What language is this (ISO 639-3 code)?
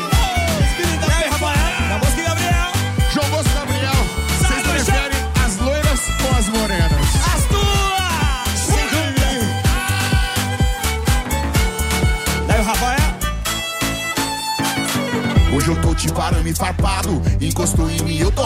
por